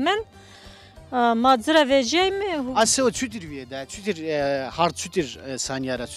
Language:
Zaza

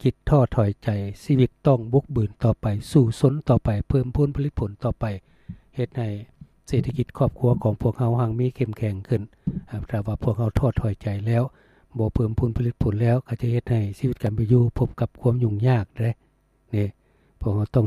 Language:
Lao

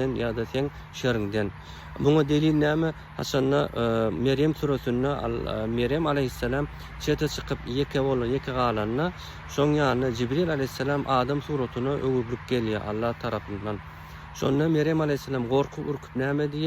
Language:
Turkmen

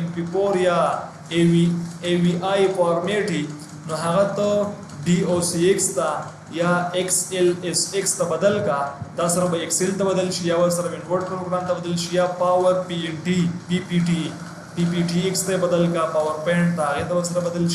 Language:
Pashto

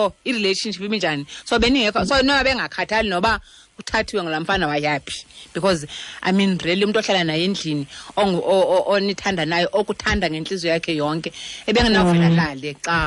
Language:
Xhosa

